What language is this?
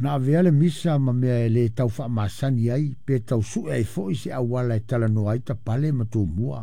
Samoan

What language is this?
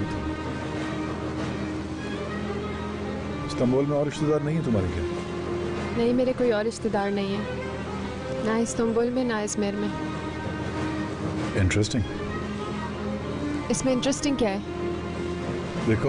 Hindi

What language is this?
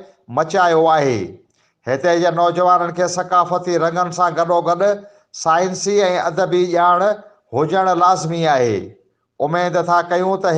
Sindhi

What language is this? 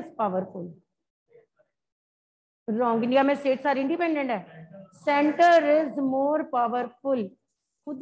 Hindi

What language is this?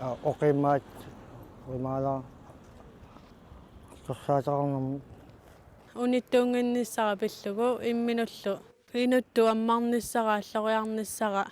Kalaallisut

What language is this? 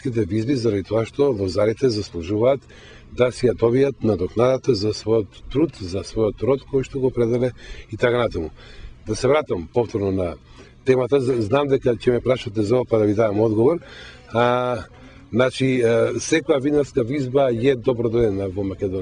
Macedonian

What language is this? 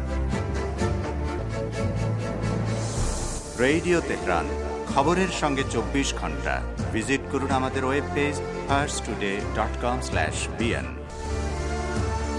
Bangla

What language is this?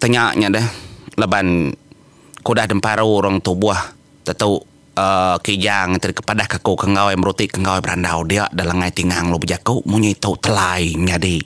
Iban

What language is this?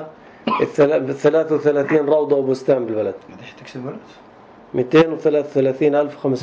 North Levantine Arabic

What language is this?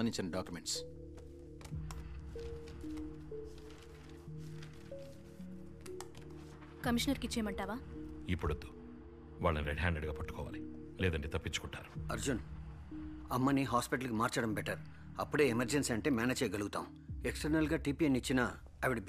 Telugu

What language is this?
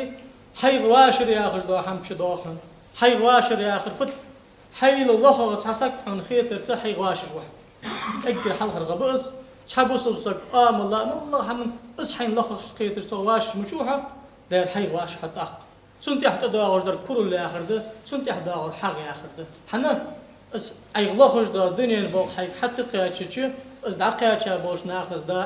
Ingush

